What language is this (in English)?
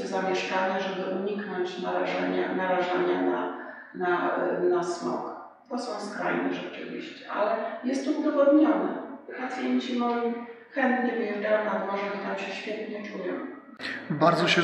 Polish